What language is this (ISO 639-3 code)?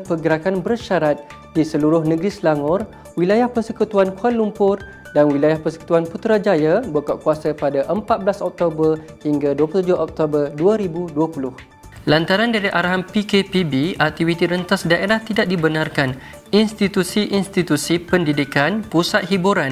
msa